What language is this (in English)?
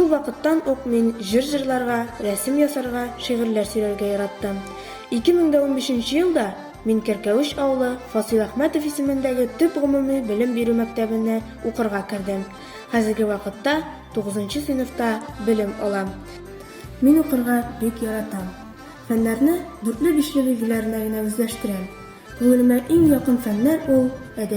Tatar